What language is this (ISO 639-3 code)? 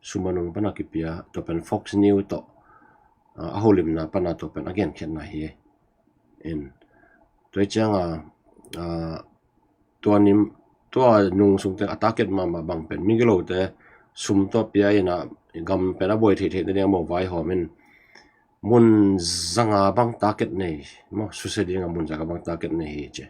ctd